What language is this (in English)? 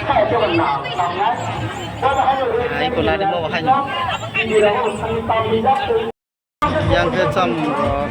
Kok Borok